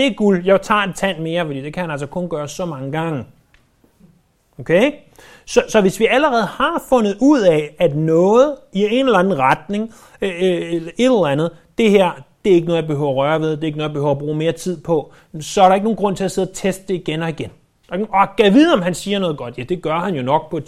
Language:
Danish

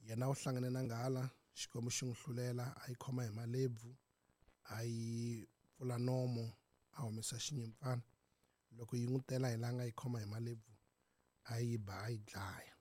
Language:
Tsonga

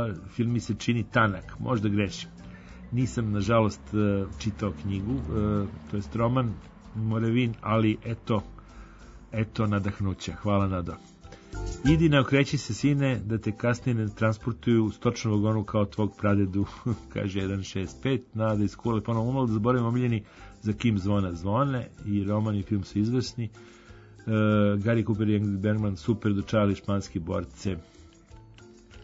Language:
Serbian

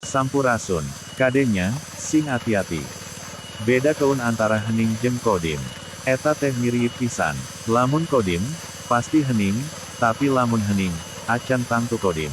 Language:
Sundanese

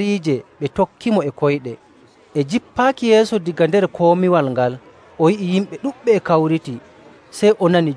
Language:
Nigerian Fulfulde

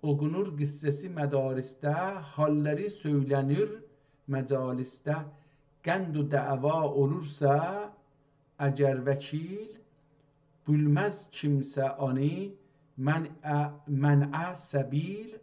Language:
South Azerbaijani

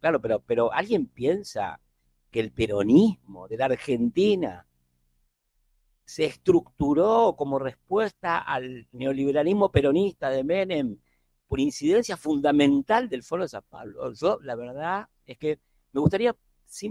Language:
Spanish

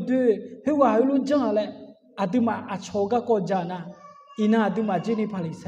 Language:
Akha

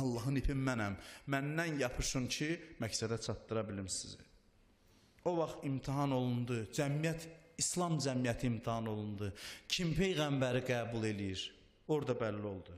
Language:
Azerbaijani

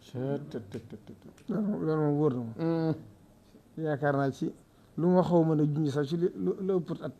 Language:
Wolof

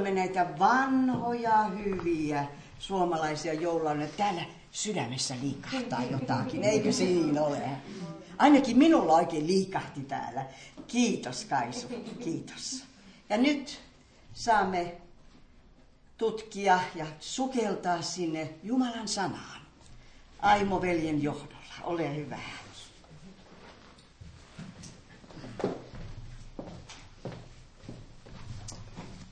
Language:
Finnish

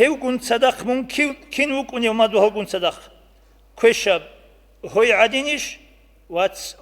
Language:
Avaric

